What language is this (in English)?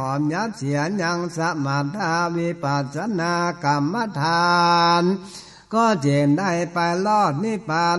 Northern Thai